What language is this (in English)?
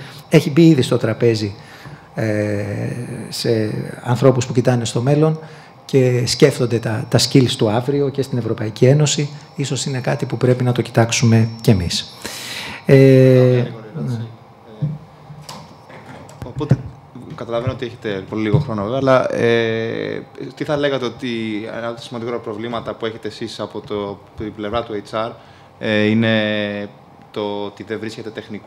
Greek